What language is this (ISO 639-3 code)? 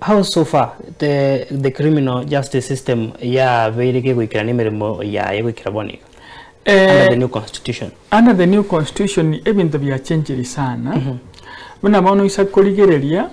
guz